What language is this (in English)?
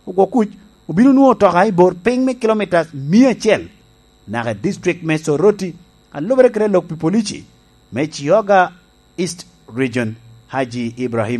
Lango (Uganda)